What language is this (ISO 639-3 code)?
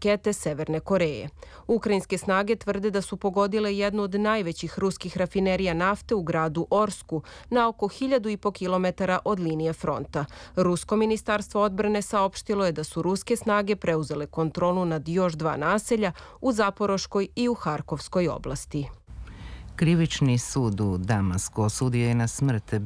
srp